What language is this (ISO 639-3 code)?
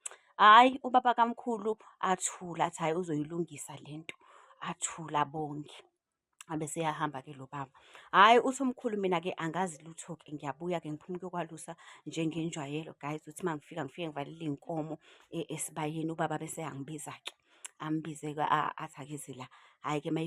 zul